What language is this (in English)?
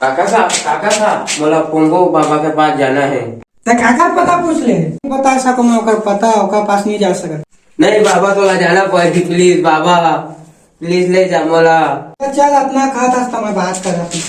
Chhattisgarhi